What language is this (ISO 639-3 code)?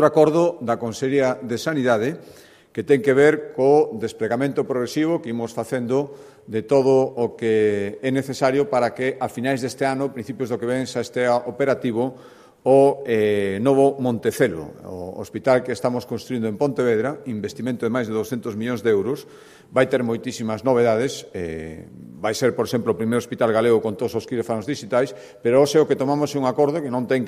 glg